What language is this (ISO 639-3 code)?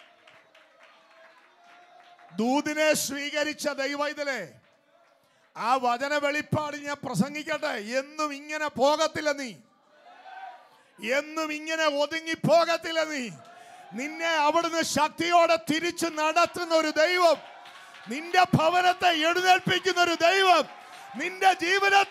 mal